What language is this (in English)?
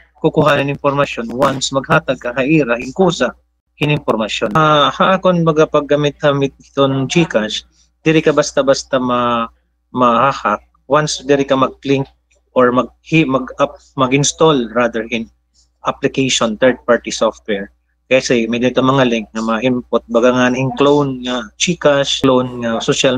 Waray